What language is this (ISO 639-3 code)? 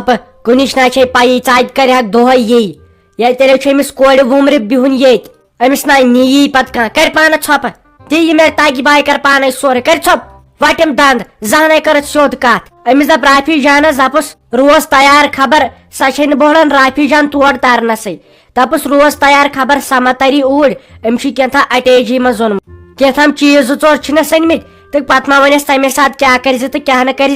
kas